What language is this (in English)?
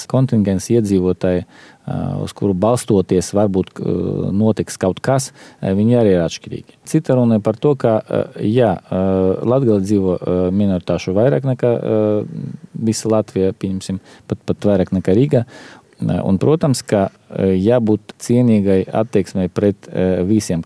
Latvian